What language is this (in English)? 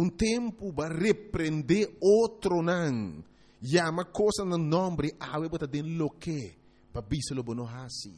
Papiamento